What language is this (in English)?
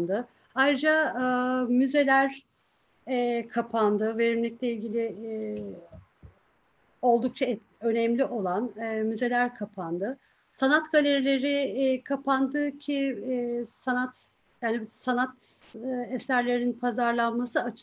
Turkish